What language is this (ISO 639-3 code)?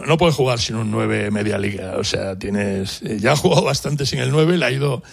spa